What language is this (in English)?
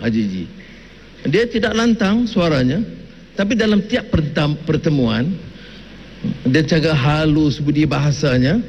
Malay